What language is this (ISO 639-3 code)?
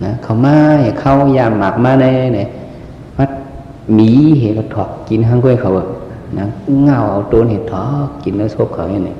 shn